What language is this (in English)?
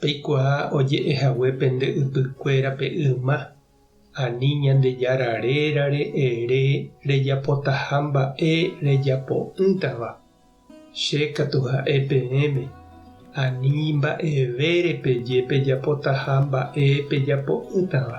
Guarani